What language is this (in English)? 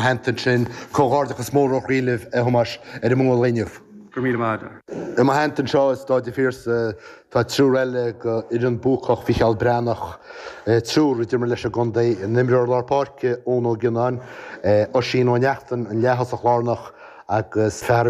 Irish